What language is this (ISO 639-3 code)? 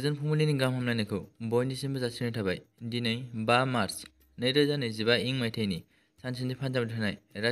brx